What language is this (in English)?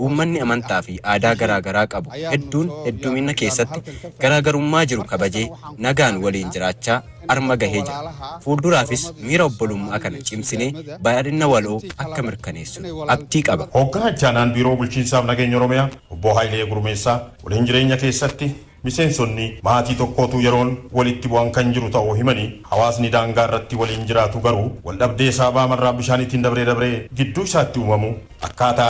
Oromo